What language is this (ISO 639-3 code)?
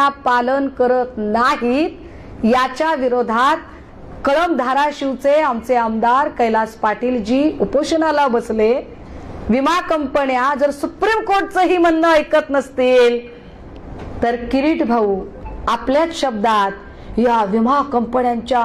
mar